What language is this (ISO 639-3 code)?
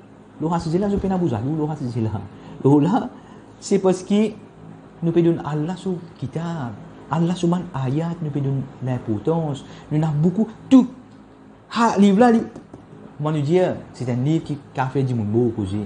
mfe